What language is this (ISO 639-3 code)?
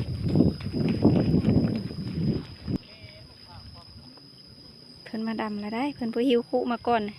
lao